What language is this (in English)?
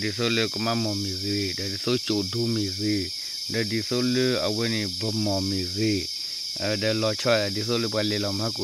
S'gaw Karen